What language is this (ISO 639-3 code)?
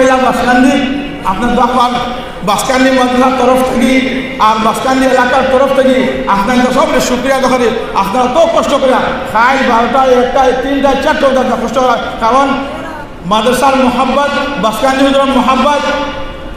syl